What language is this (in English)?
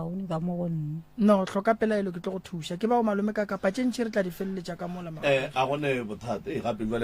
Northern Sotho